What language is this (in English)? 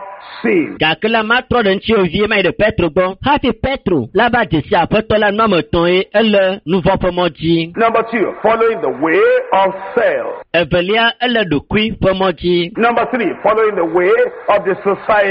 Ewe